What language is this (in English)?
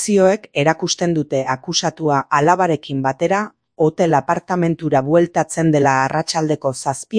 Basque